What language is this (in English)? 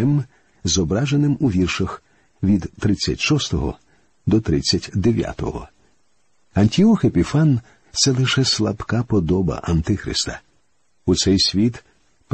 Ukrainian